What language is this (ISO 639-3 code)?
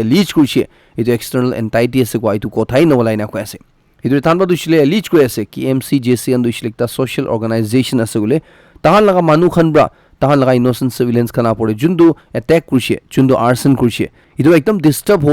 nag